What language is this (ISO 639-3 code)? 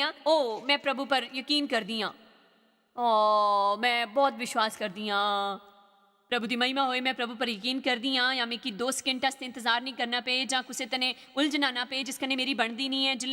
doi